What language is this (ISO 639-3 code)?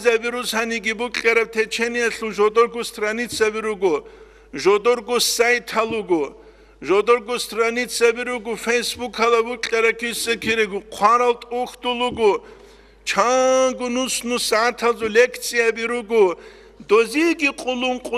ava